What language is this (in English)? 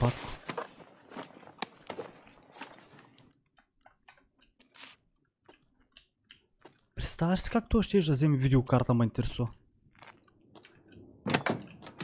Bulgarian